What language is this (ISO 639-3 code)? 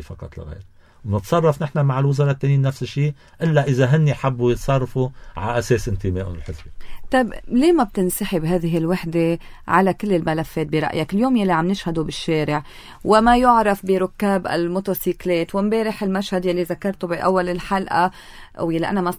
apc